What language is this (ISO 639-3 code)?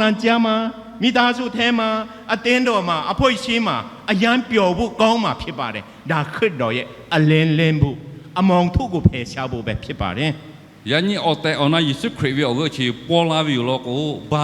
lhu